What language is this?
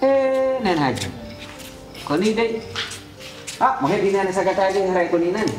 Pular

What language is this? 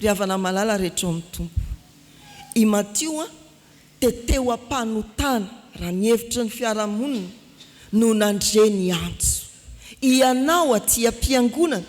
Malagasy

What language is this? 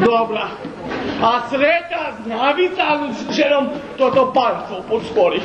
Rusyn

